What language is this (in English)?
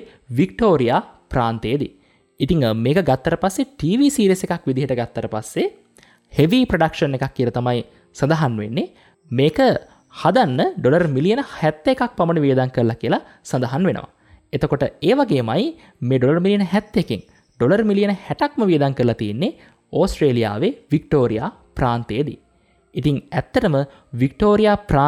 Sinhala